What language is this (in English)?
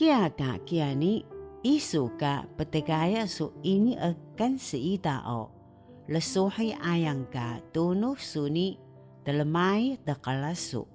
Taroko